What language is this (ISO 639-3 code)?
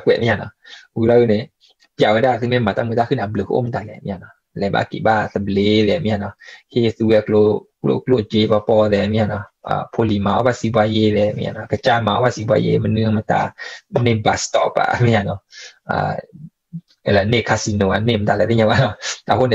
ksw